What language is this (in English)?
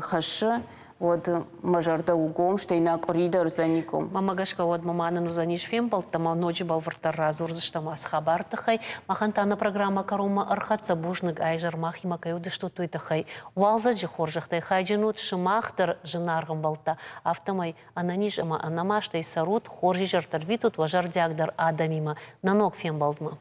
Ossetic